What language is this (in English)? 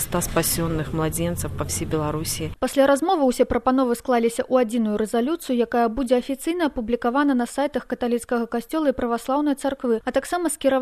Belarusian